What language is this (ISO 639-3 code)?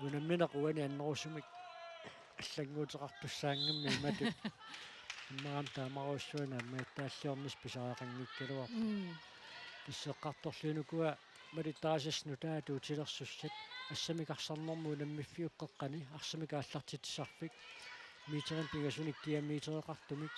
kal